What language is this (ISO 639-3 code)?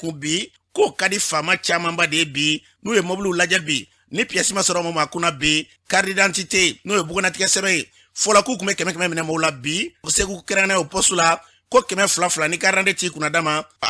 bam